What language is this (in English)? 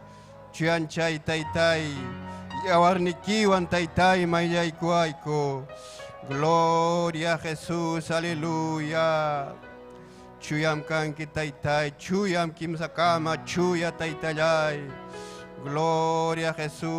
Ayacucho Quechua